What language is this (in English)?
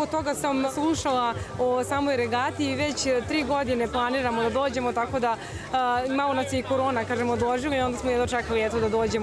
Serbian